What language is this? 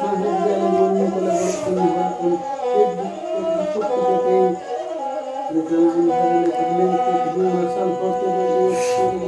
Santali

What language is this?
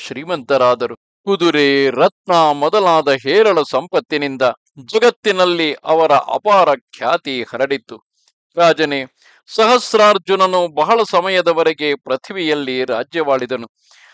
Kannada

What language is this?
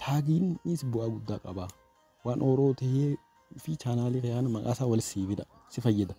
Oromo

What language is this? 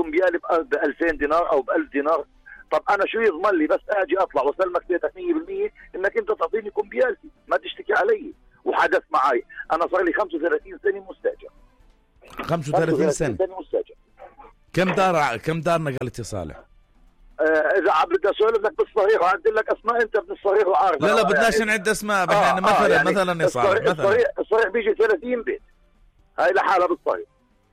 North Levantine Arabic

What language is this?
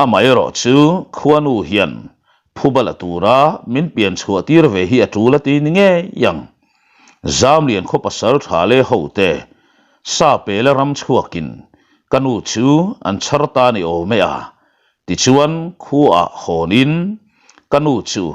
Mizo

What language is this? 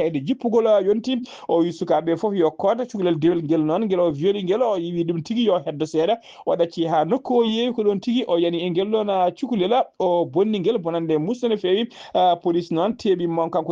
Fula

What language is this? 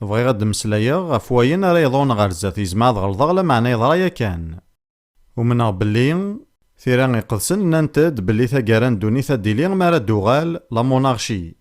Kabyle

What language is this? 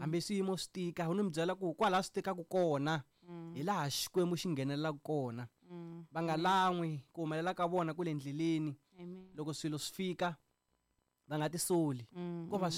Tsonga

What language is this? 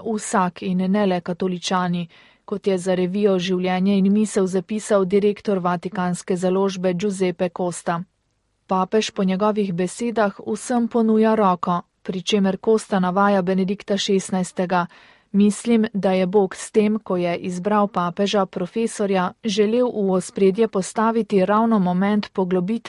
Slovenian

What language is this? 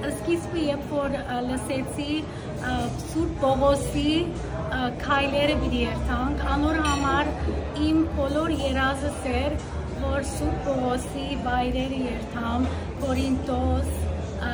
Western Armenian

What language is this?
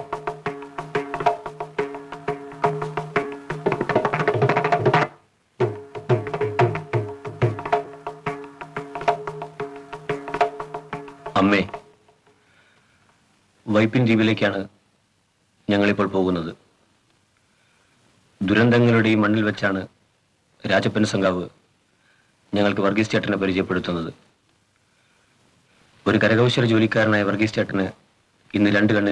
Malayalam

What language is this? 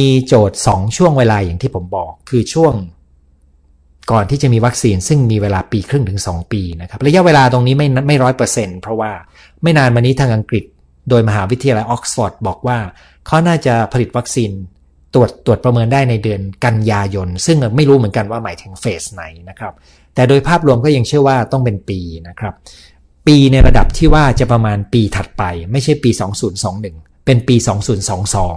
Thai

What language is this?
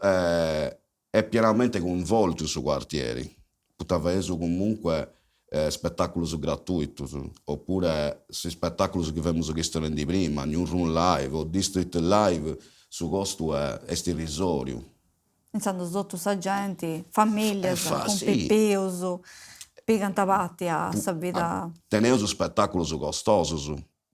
Sardinian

